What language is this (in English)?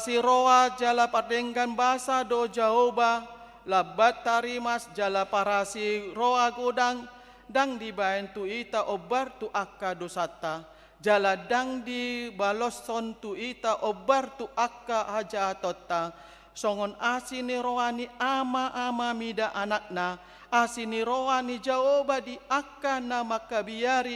Batak Toba